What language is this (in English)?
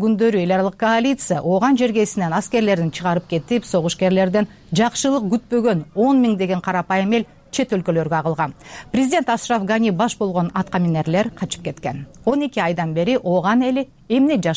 Kyrgyz